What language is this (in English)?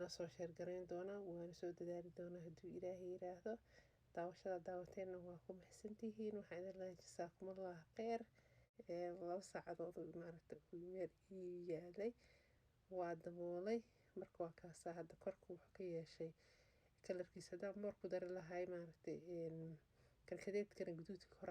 Somali